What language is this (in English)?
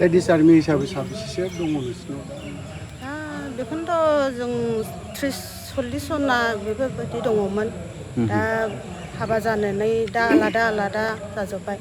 Bodo